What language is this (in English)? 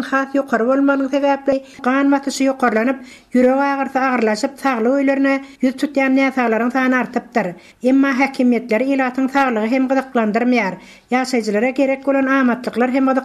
Turkmen